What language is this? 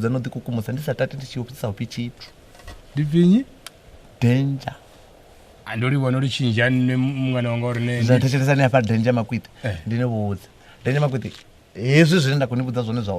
Venda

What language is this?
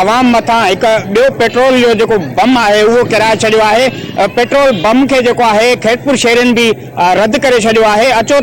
Sindhi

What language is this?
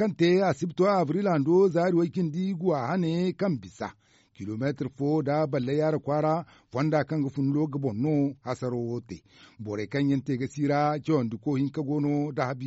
Zarma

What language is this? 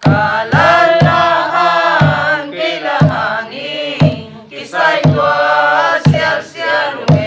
Paite Chin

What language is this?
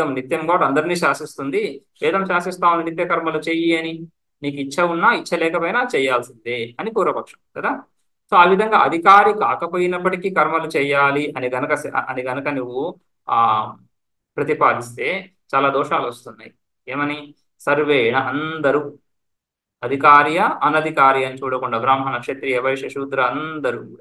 Telugu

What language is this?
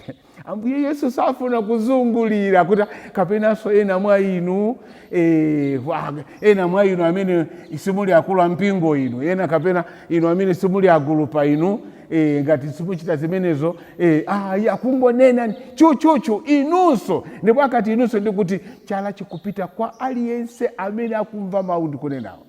Nyanja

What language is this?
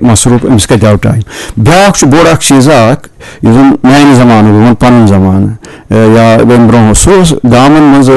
Kashmiri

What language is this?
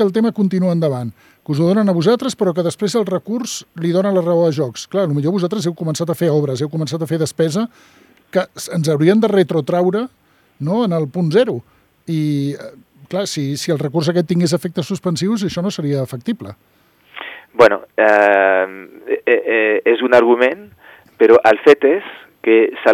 Catalan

